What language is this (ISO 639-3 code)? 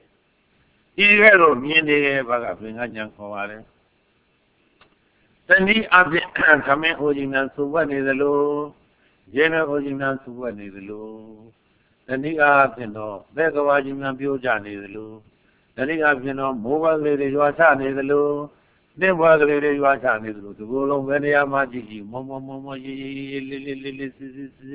mya